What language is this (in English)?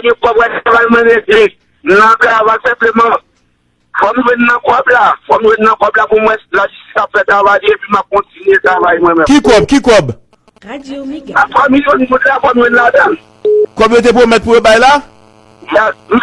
Haitian Creole